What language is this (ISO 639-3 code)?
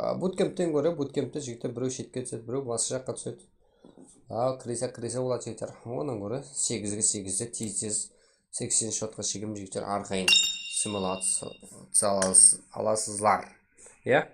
kaa